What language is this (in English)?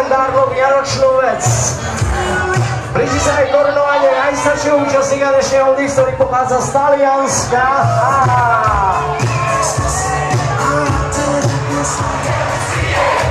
Slovak